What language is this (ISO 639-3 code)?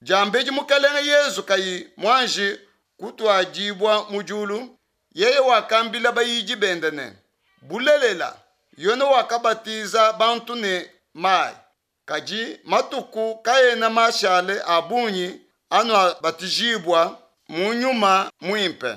lua